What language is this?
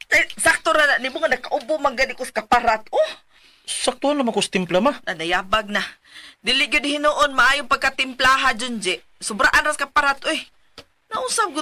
Cebuano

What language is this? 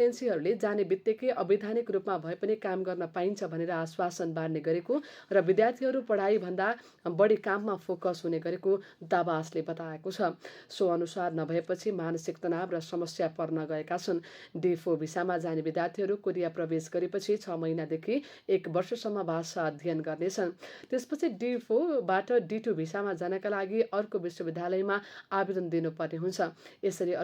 Nepali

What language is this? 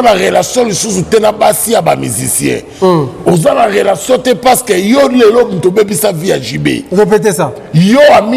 Lingala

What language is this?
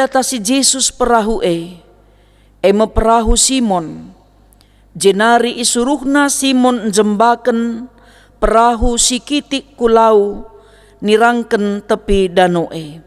Batak Karo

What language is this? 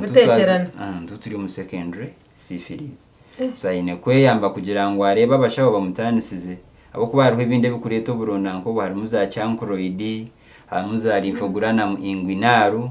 Nyankole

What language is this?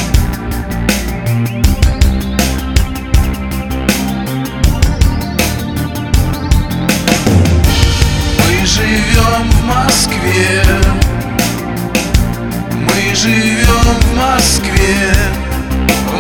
Russian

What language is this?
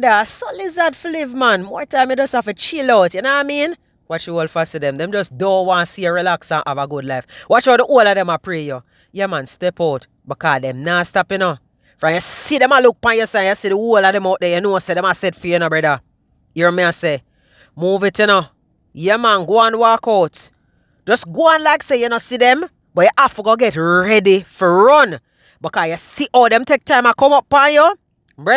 Jamaican Creole English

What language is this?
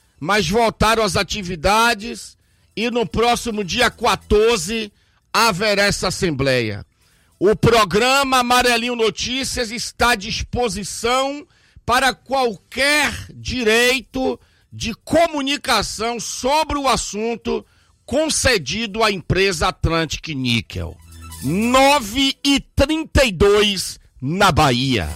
Portuguese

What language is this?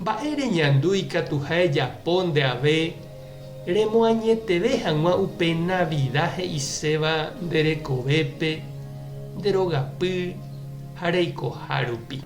Guarani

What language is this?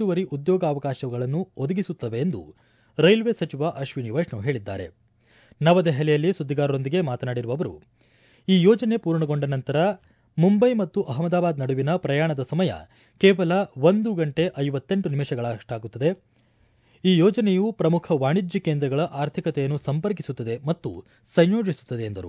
Kannada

